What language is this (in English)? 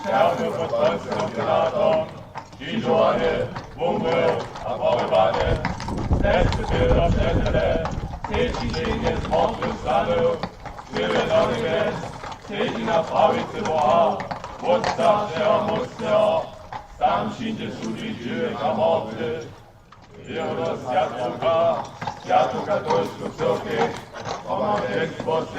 Upper Sorbian